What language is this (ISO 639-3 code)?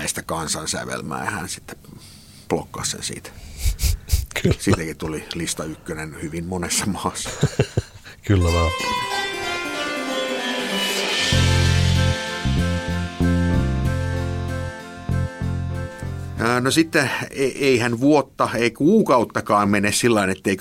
fin